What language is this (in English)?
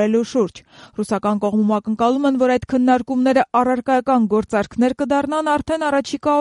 Armenian